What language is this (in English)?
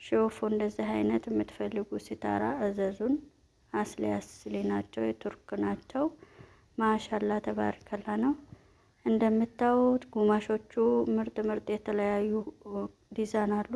Amharic